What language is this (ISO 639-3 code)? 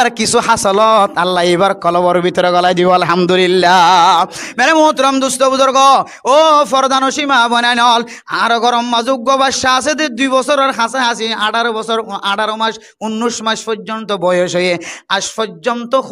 rhg